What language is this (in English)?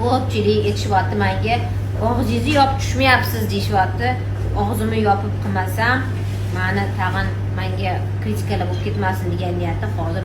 Uzbek